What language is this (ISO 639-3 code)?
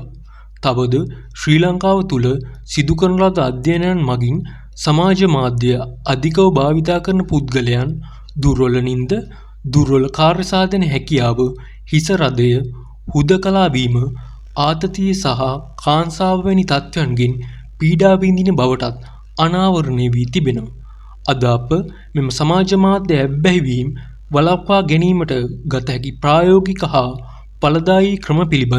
sin